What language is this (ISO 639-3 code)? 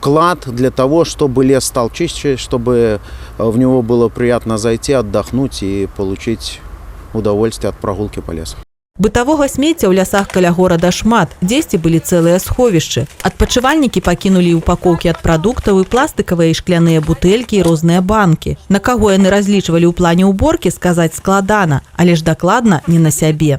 bel